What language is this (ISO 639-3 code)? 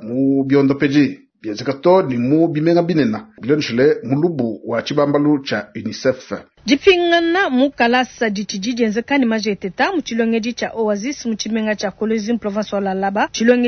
lua